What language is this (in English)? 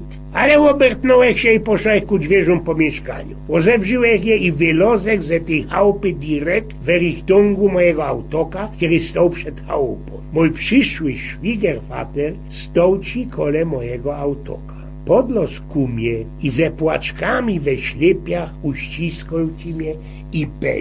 Silesian